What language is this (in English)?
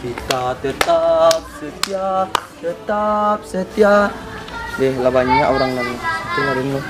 Minangkabau